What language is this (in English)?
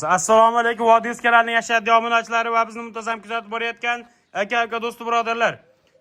Uzbek